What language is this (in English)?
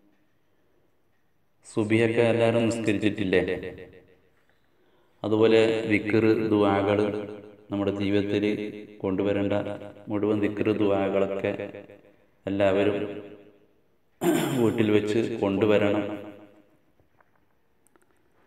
Malayalam